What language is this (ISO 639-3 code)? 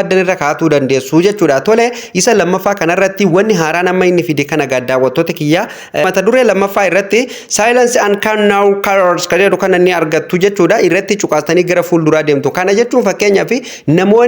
orm